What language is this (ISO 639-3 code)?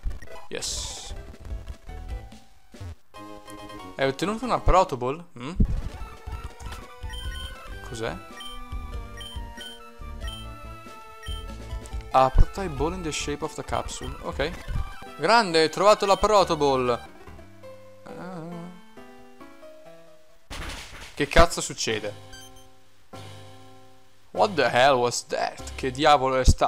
ita